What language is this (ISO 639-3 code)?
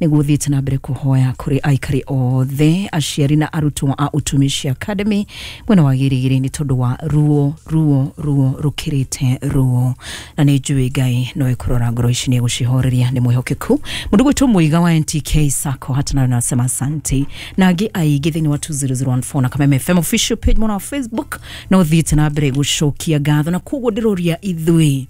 kik